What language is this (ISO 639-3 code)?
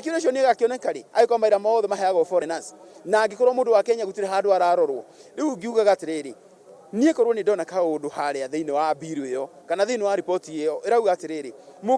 kik